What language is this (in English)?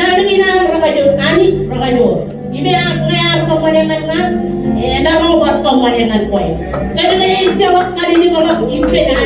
Marshallese